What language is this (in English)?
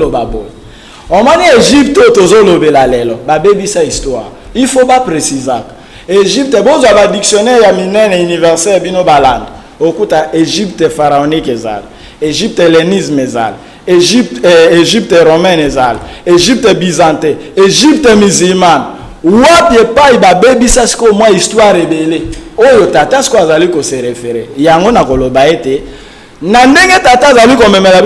Lingala